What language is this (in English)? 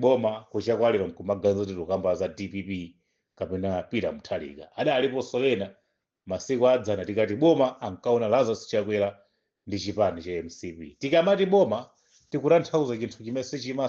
Nyanja